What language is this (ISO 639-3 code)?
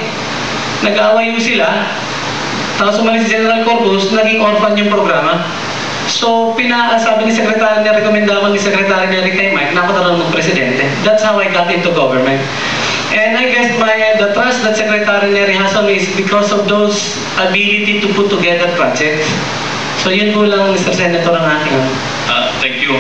fil